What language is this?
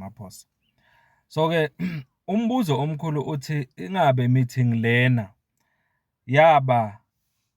Zulu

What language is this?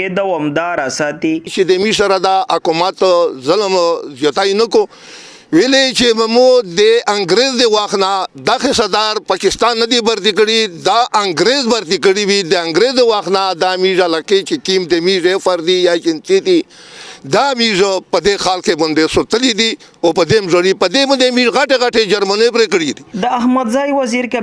Pashto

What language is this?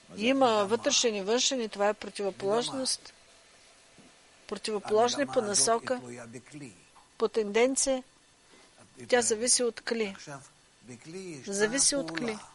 Bulgarian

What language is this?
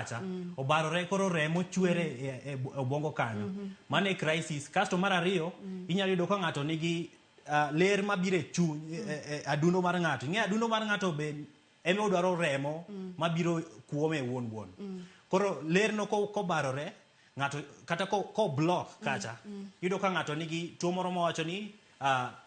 Luo (Kenya and Tanzania)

